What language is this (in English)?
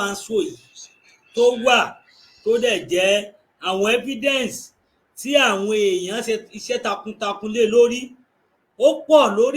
Yoruba